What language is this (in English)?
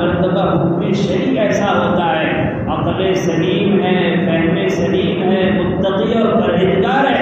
Urdu